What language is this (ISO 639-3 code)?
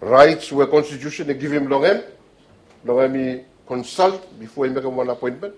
bis